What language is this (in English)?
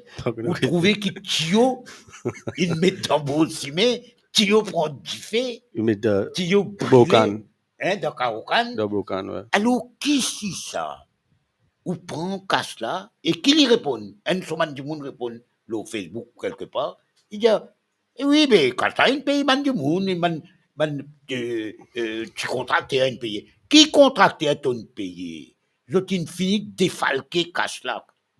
Morisyen